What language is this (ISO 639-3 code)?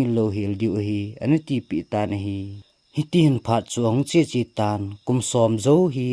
tcz